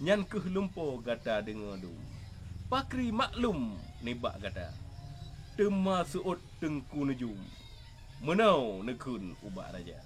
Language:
Achinese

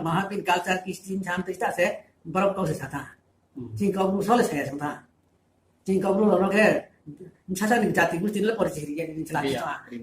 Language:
Riang (India)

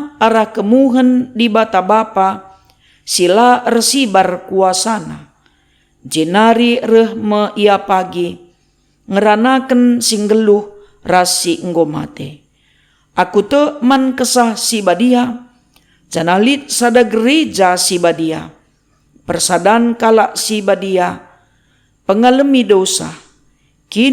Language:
Batak Karo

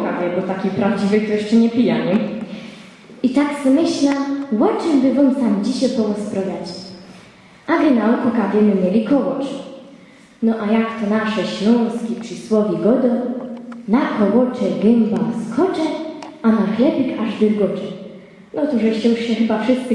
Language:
Silesian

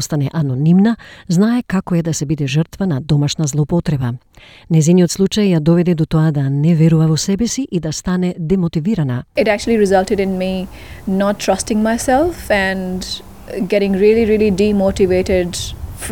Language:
Macedonian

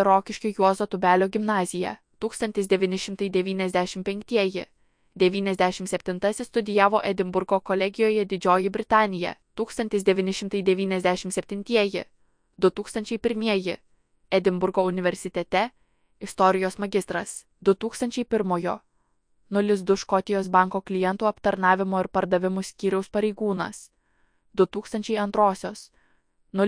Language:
Lithuanian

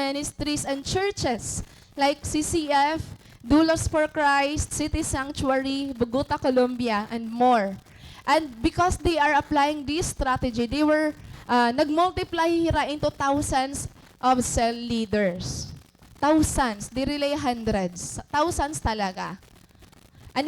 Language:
Waray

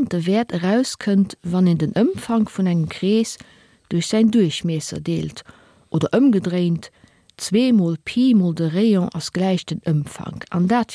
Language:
Luxembourgish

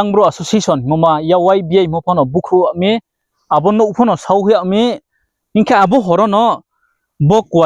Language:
Riang (India)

